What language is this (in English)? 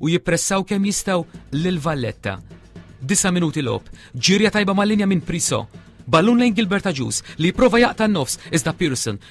Maltese